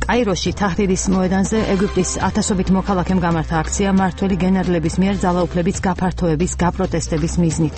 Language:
Georgian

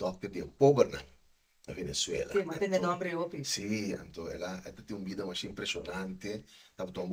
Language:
Papiamento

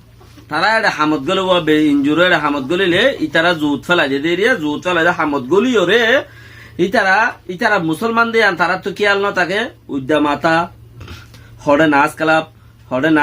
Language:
Rohingya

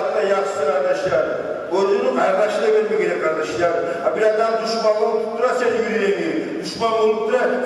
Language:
Kumyk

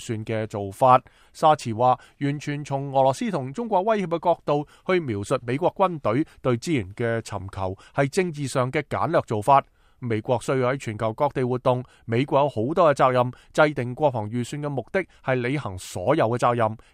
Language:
Cantonese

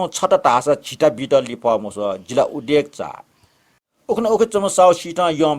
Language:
Newari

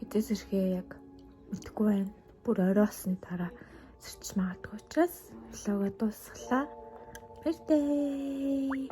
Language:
Mongolian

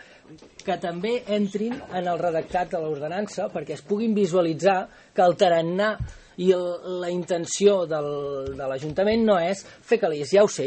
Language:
Catalan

